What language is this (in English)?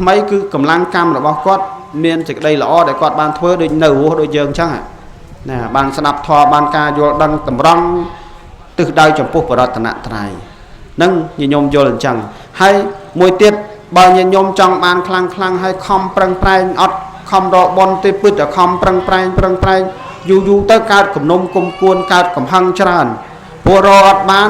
Khmer